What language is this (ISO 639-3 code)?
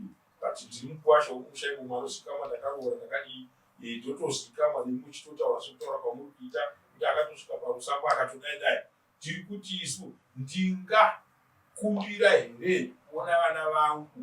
sna